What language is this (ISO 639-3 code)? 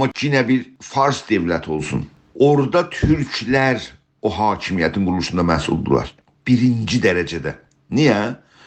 azb